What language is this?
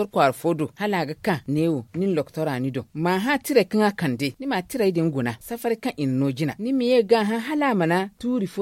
Zarma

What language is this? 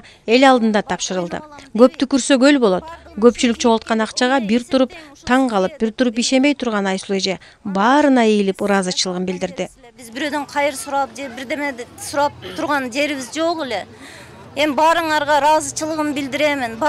Kyrgyz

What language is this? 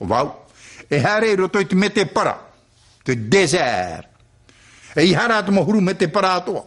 Tahitian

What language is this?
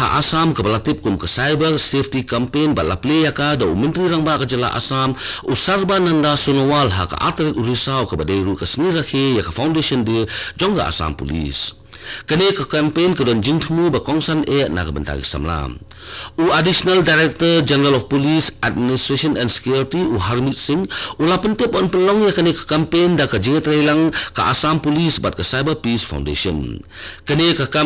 Khasi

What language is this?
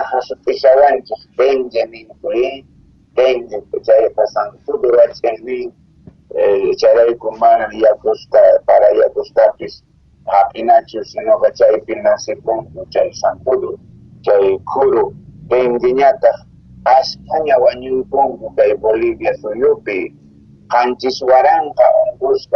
South Bolivian Quechua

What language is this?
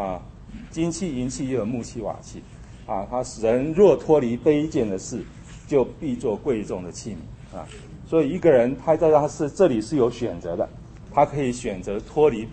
Chinese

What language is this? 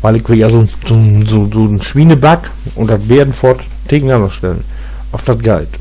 Low German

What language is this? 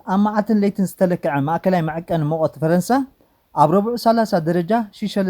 Tigrinya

